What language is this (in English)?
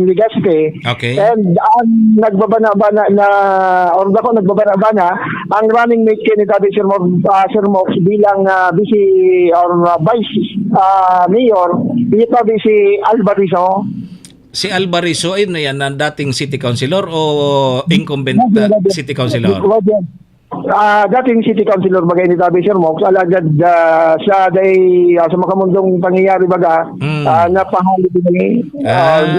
Bikol